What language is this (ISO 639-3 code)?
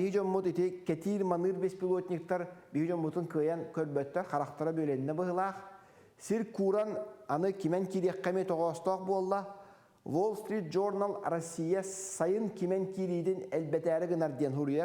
sah